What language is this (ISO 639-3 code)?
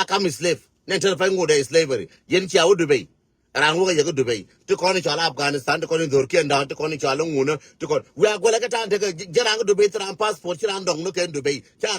nus